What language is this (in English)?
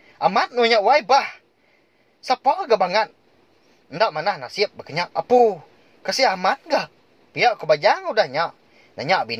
Iban